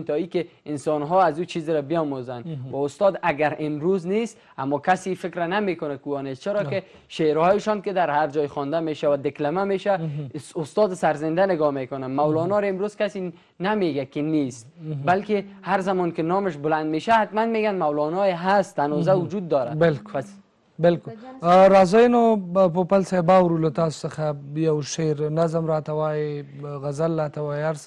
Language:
Persian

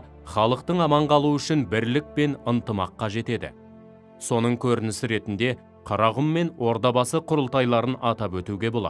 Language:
Kazakh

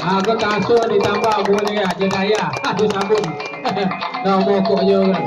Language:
Minangkabau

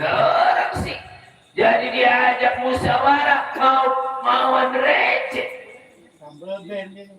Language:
Betawi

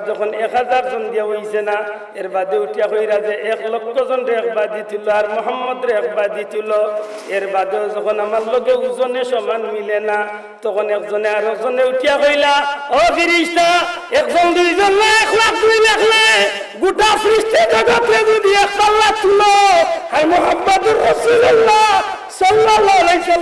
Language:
Sylheti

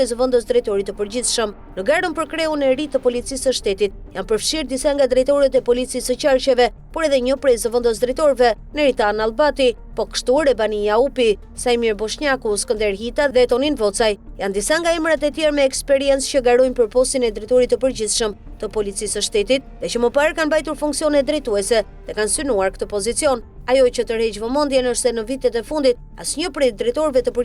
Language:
Albanian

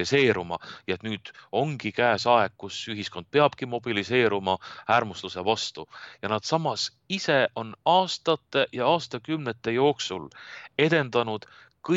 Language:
Estonian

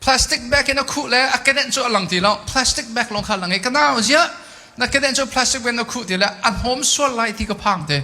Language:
Hakha Chin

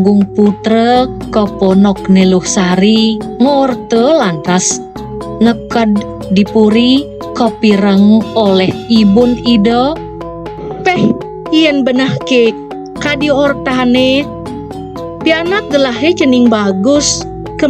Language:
Balinese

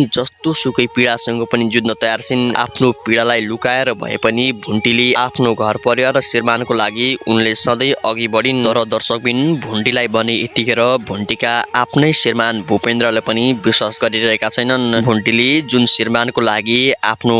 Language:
Nepali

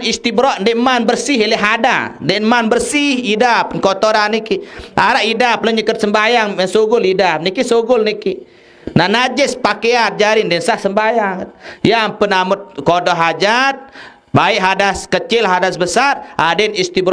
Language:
Sasak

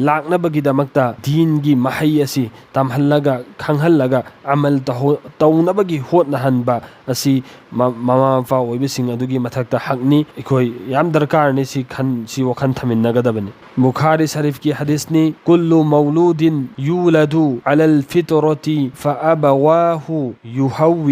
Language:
Manipuri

